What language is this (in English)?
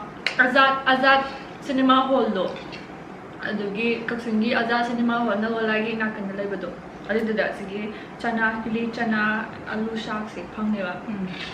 Manipuri